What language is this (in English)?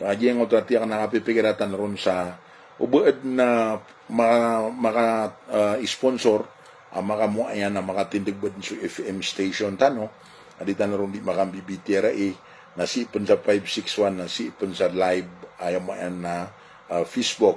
Maranao